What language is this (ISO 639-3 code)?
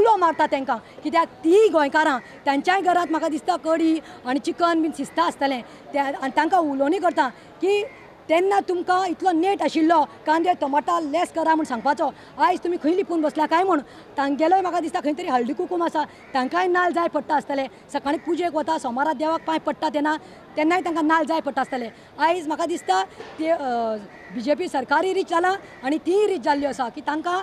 kok